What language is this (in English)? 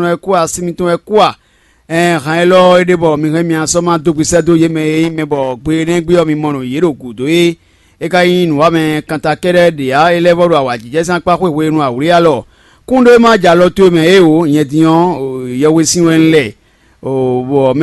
Fon